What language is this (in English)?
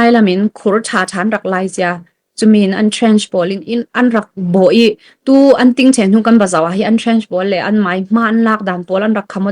Falam Chin